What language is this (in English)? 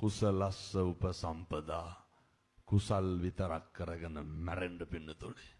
Sinhala